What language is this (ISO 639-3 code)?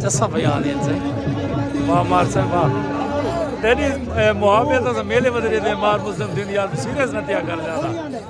skr